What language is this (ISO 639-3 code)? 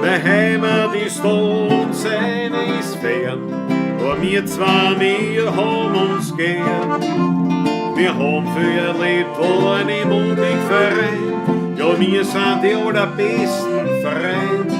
bar